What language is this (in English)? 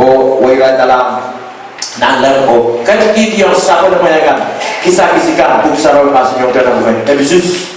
Pohnpeian